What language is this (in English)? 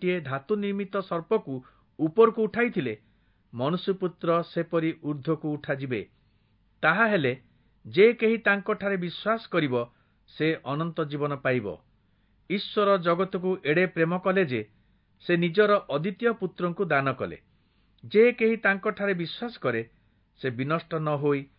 Odia